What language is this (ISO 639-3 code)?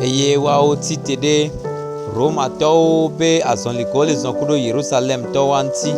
gej